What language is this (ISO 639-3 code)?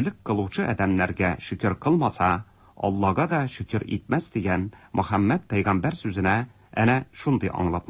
tat